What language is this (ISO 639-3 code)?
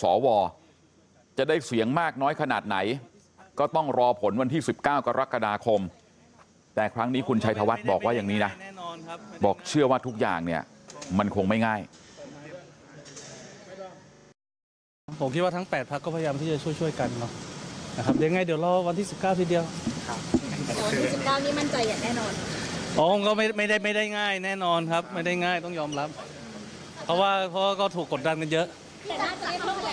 tha